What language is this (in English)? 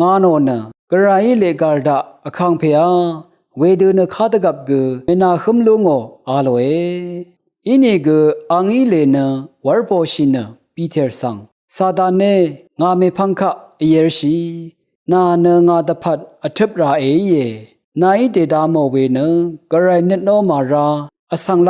Rawang